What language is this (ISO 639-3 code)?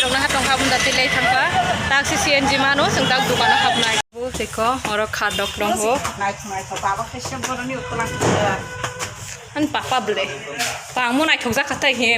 trp